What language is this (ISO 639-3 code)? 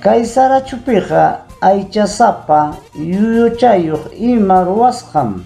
quy